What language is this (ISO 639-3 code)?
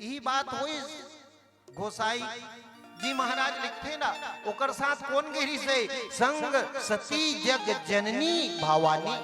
hne